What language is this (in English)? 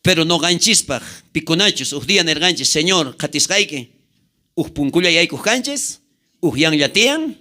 South Bolivian Quechua